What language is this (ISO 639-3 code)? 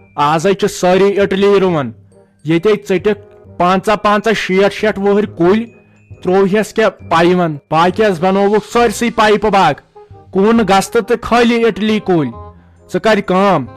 kas